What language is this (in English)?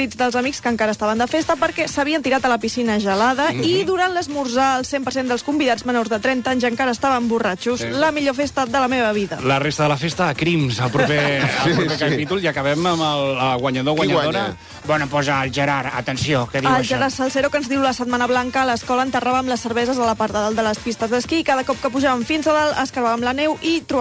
Catalan